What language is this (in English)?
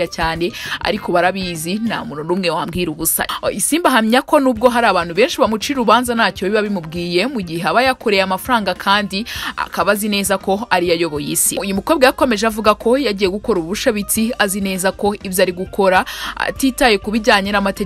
Kinyarwanda